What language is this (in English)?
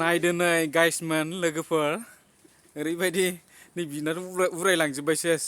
Bodo